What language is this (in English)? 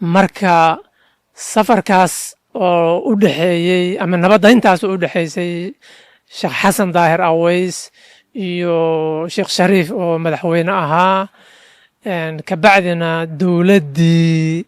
Somali